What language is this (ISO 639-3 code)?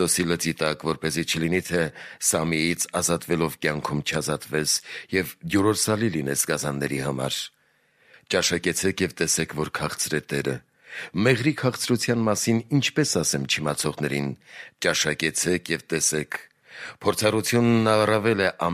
hye